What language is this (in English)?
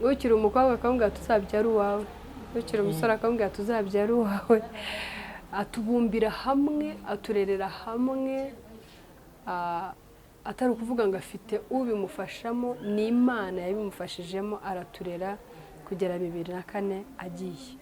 Kinyarwanda